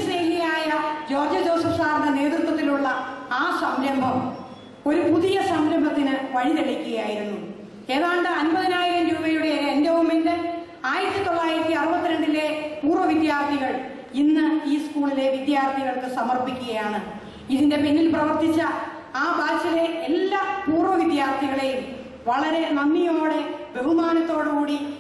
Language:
Malayalam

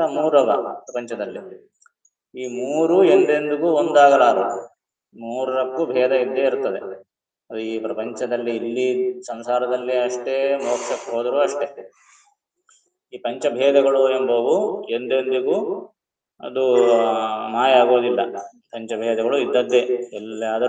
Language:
Kannada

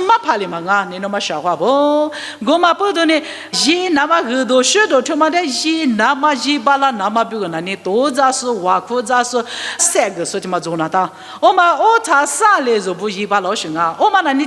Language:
Lisu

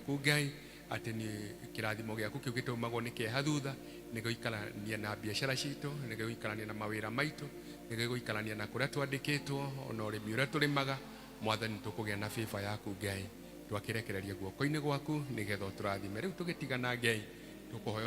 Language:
Kikuyu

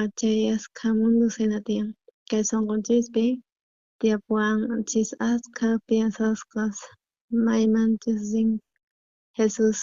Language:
South Bolivian Quechua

